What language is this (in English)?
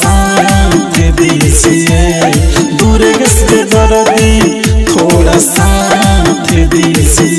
Bhojpuri